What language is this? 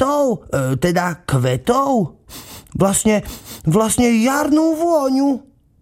Slovak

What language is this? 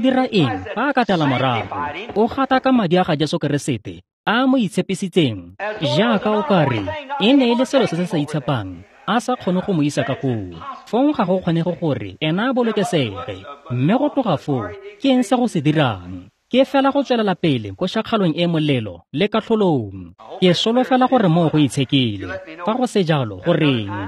Tswana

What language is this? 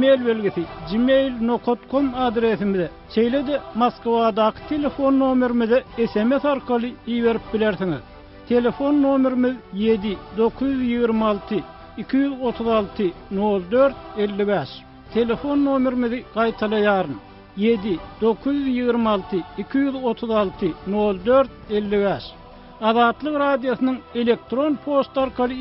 Turkmen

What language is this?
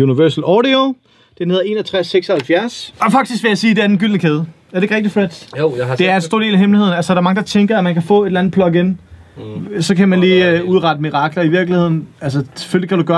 Danish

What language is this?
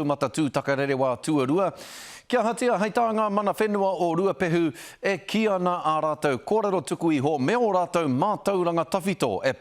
Māori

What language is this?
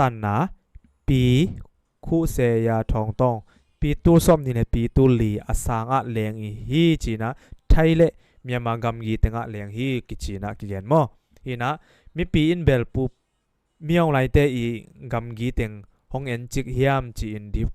Tedim Chin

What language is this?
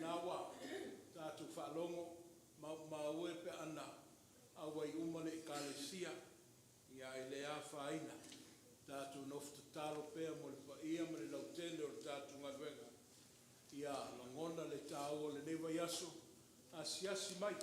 Samoan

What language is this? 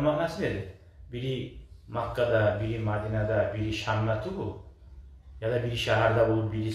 Kumyk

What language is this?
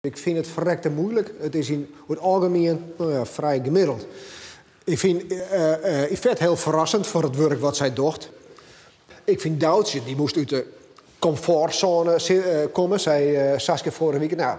Western Frisian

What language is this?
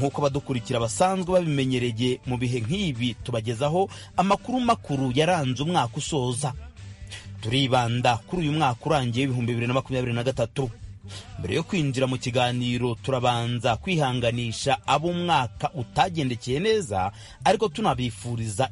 Kinyarwanda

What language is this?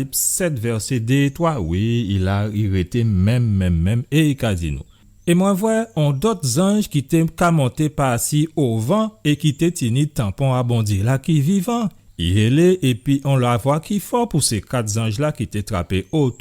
Guadeloupean Creole French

